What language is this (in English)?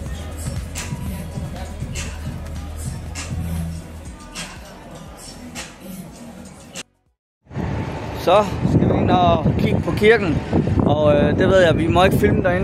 Danish